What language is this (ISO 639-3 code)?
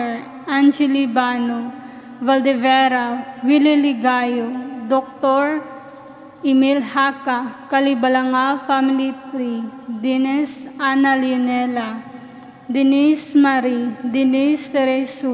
ceb